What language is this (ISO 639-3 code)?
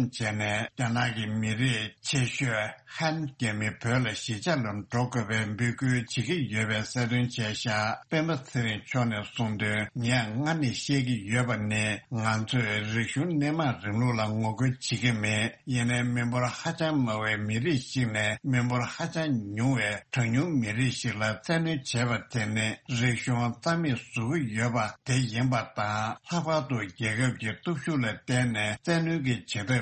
bod